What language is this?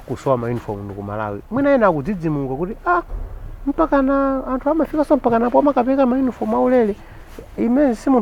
Nyanja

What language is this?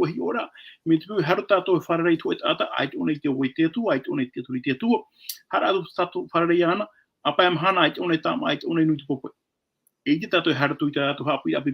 Tahitian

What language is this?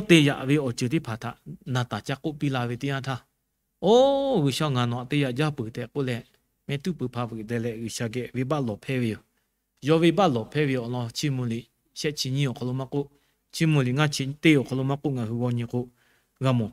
Lahu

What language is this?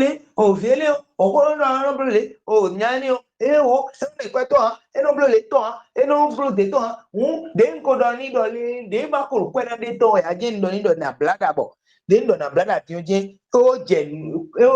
Fon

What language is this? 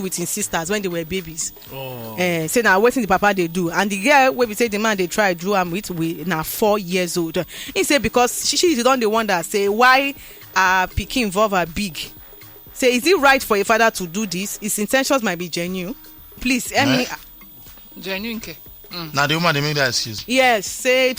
Nigerian Pidgin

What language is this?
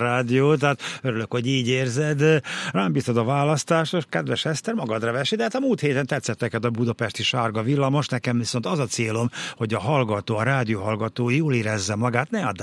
Hungarian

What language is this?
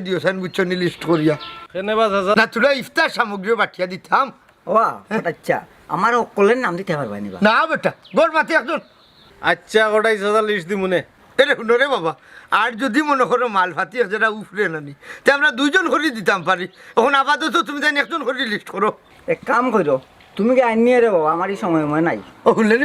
Sylheti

